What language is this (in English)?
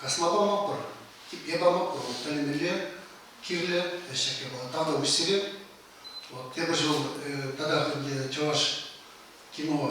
Chuvash